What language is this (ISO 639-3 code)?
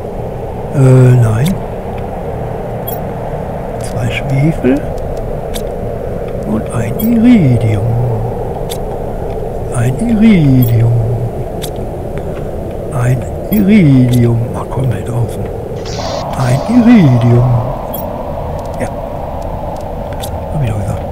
deu